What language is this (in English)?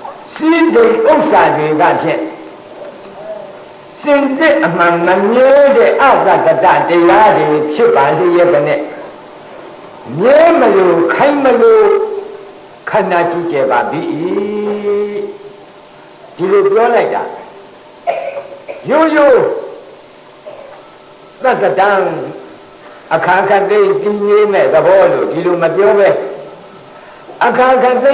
Burmese